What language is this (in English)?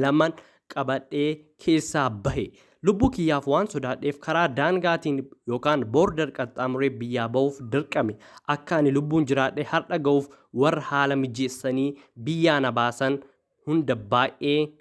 Oromo